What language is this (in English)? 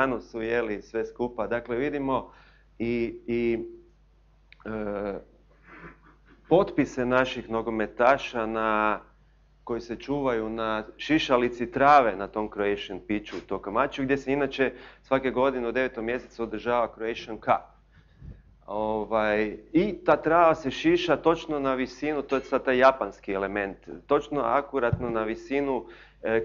Croatian